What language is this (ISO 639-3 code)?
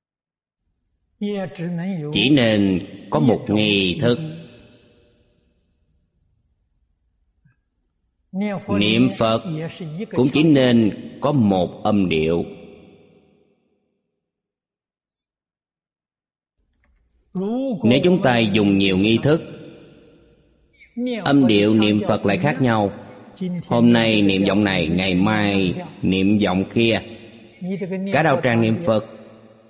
vie